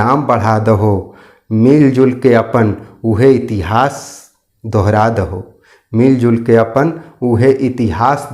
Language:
Magahi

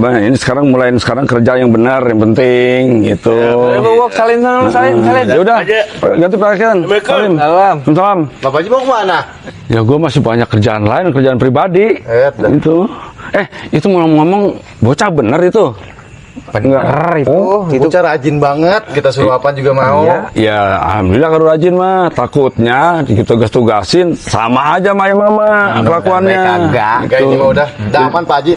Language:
Betawi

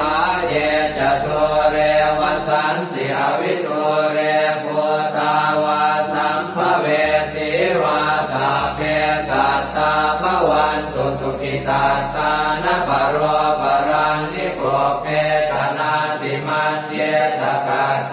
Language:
Pali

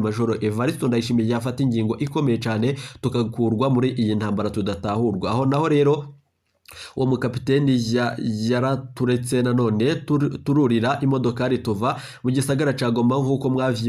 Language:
Rundi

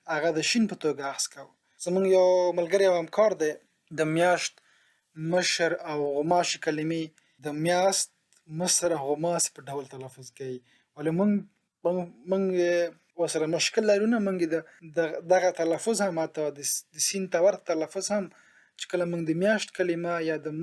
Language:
Pashto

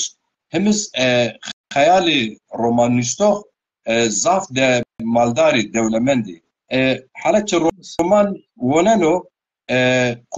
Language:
Zaza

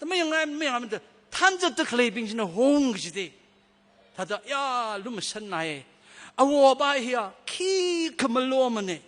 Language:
Tangkhul Naga (India)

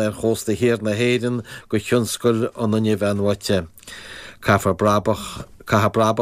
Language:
Irish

